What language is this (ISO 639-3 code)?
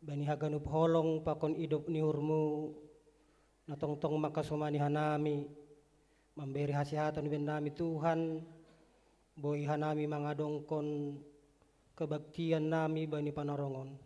bts